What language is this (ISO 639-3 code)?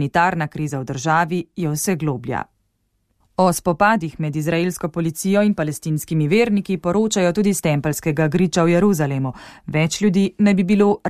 slv